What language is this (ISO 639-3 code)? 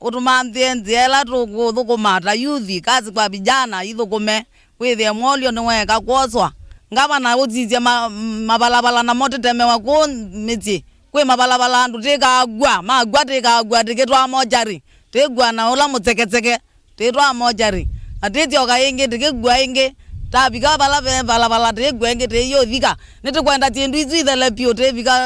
kam